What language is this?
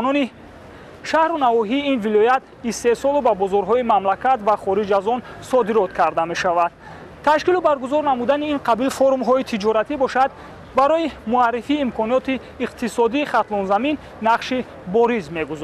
Tajik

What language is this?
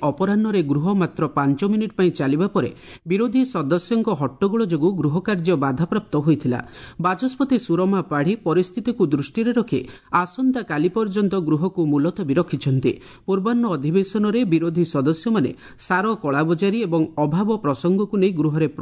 Odia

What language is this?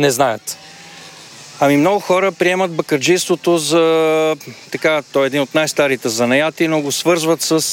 Bulgarian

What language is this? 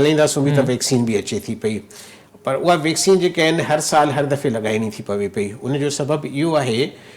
Sindhi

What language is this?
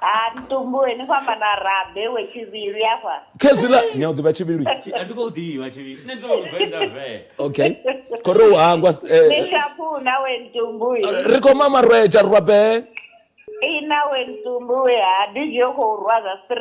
Venda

